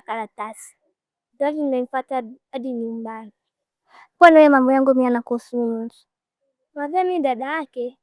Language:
Swahili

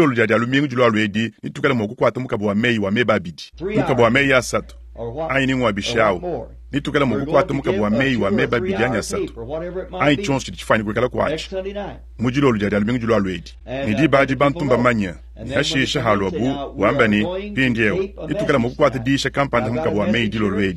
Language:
Luba-Lulua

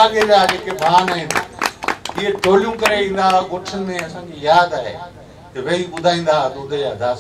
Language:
Sindhi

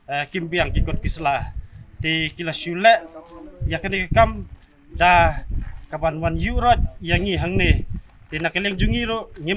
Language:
Khasi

